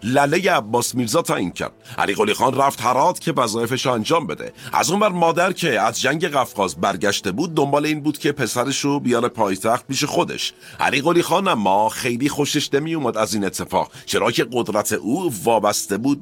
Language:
Persian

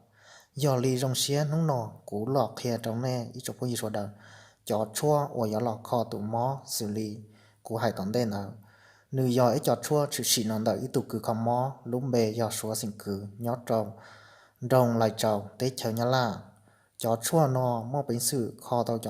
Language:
Hmong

